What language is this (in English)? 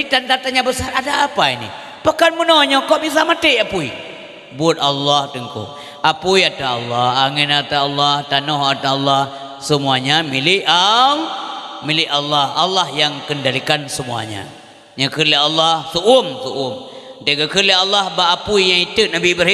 Achinese